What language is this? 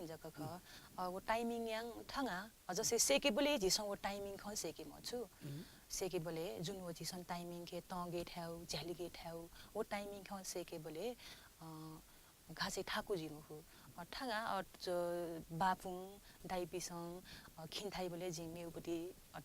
Newari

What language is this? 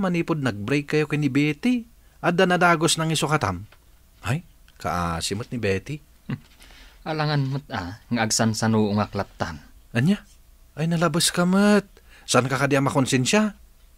Iloko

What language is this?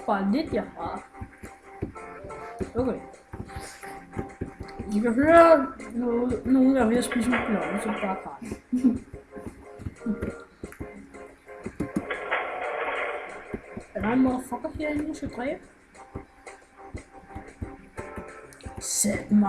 Danish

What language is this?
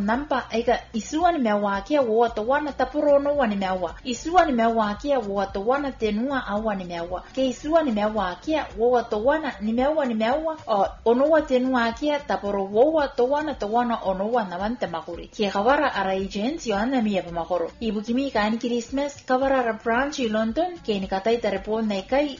Gilbertese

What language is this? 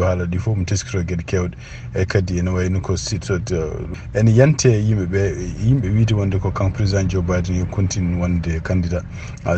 Fula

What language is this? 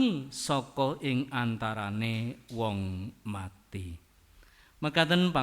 Javanese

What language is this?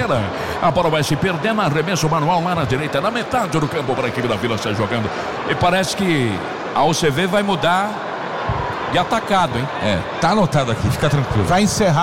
Portuguese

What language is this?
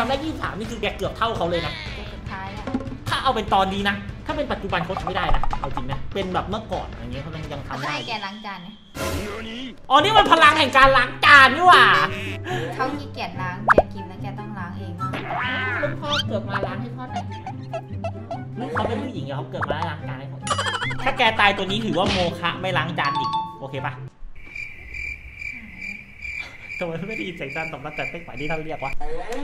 Thai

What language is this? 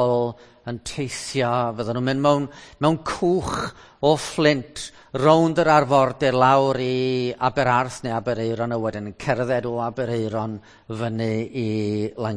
Welsh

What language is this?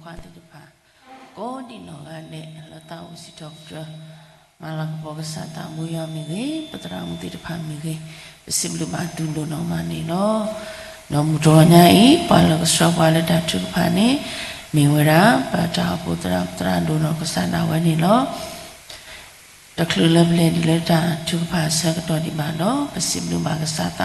S'gaw Karen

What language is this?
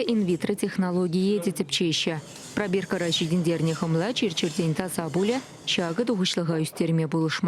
Chuvash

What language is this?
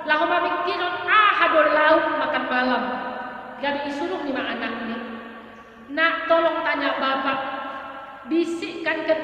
Batak Simalungun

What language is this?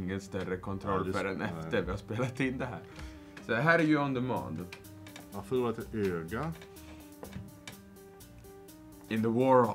Swedish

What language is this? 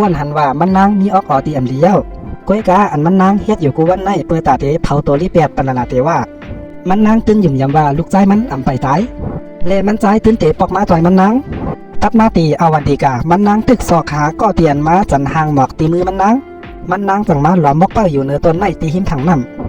Shan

